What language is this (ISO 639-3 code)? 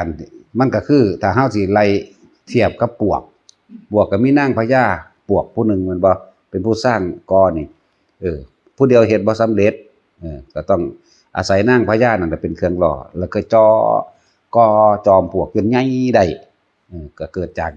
tts